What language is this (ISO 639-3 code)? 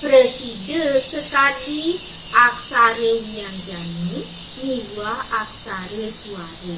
ban